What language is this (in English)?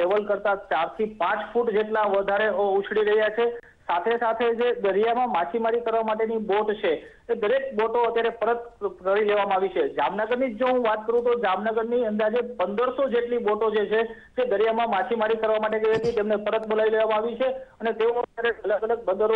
Gujarati